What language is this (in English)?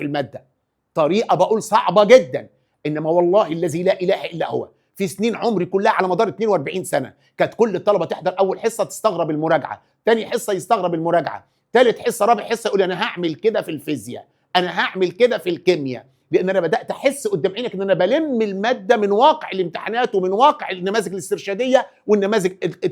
Egyptian Arabic